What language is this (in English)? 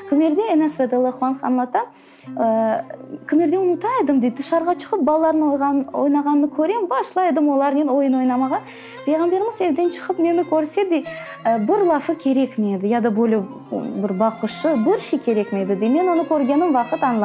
Crimean Tatar